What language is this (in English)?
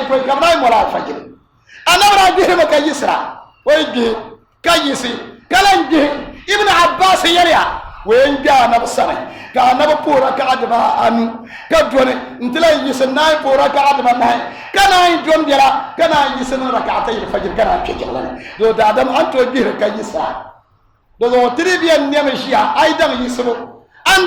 Dagbani